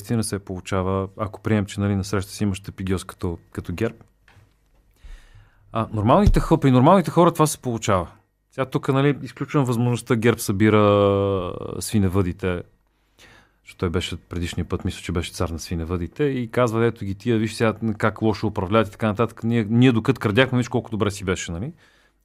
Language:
Bulgarian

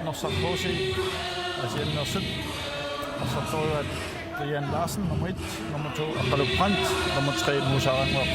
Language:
Kalaallisut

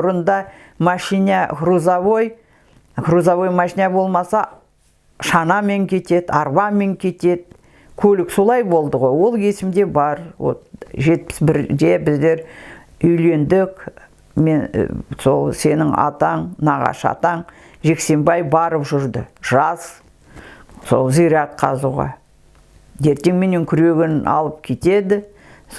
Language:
Kazakh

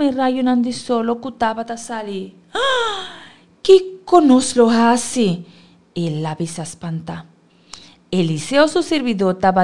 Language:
Papiamento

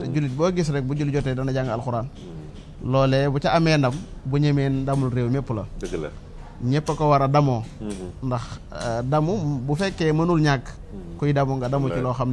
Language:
Wolof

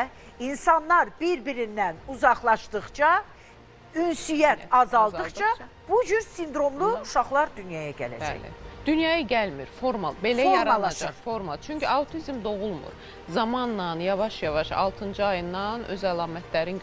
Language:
Azerbaijani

